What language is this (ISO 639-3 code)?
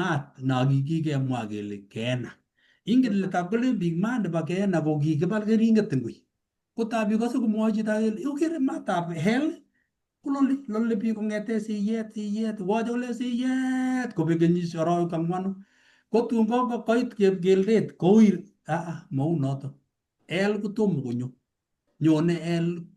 kln